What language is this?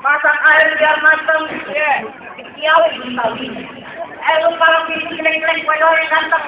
Betawi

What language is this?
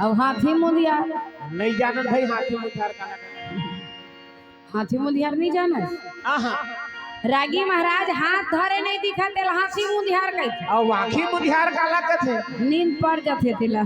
Chhattisgarhi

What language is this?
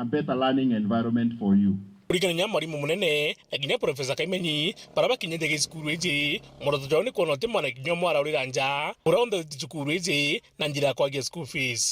Meru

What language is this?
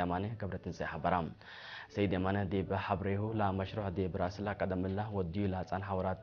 Tigre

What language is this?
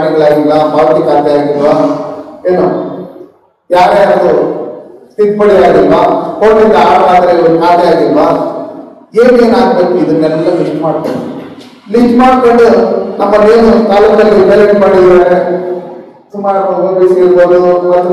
Kannada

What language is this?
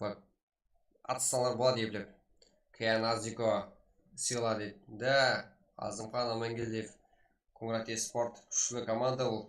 Kara-Kalpak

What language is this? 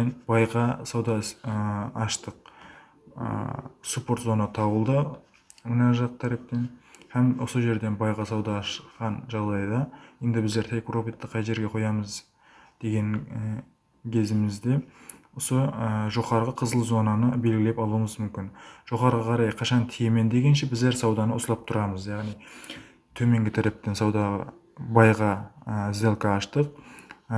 Kara-Kalpak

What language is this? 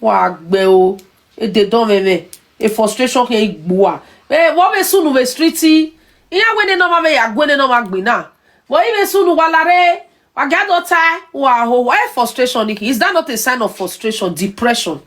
Nigerian Pidgin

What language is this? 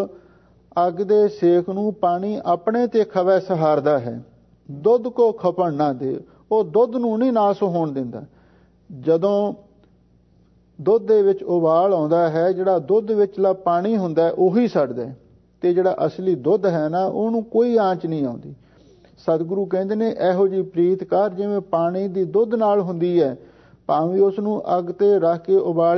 Punjabi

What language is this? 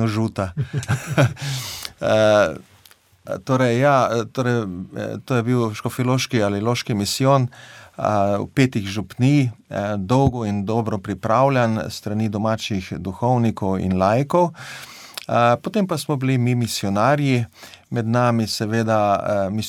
Slovenian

